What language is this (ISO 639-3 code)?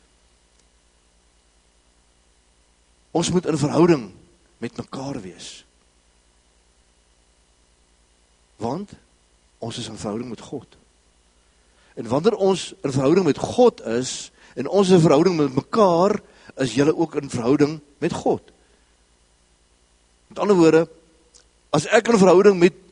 afr